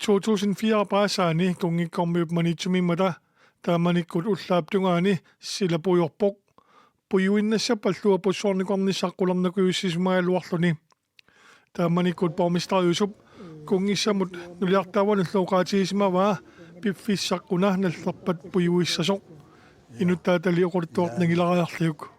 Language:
Kalaallisut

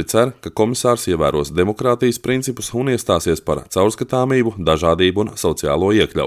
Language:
Latvian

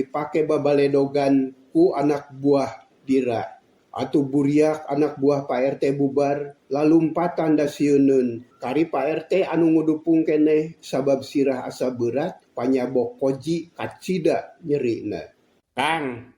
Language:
Sundanese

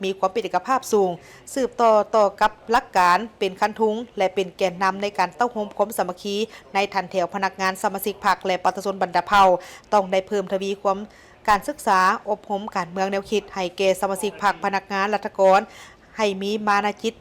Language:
Lao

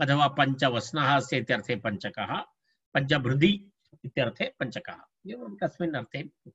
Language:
Sanskrit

